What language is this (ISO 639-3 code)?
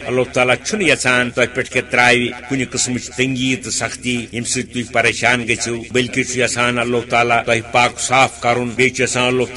kas